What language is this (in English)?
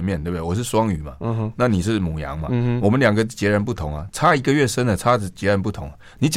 Chinese